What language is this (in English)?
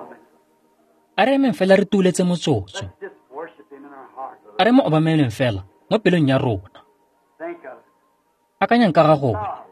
Tswana